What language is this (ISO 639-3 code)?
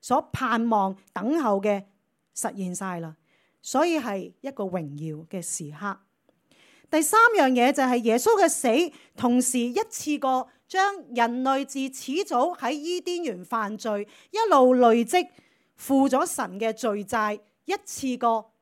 yue